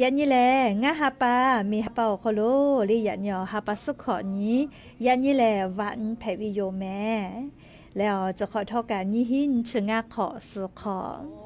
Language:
Lahu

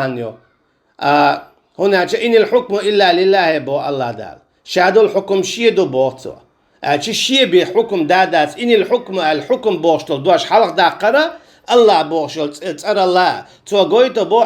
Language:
Chechen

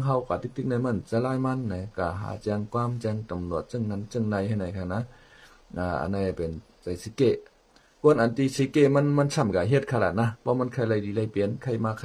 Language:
Shan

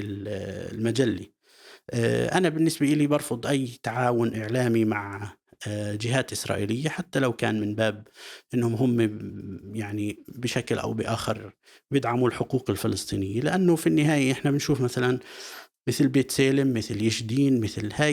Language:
North Levantine Arabic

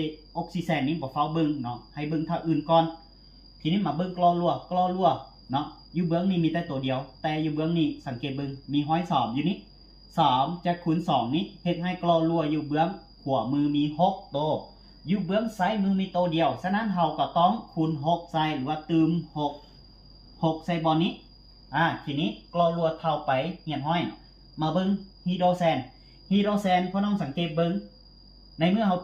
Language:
Lao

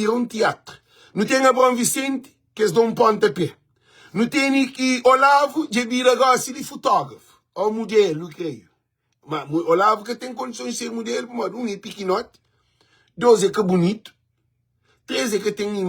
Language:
Kabuverdianu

